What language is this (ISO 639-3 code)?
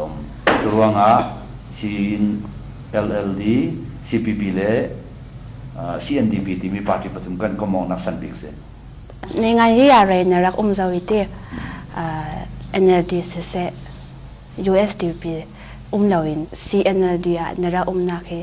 cnh